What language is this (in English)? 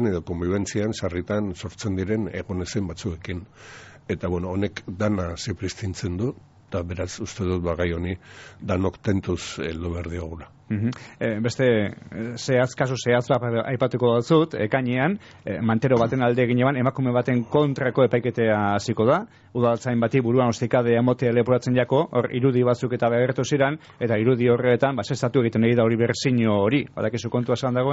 Basque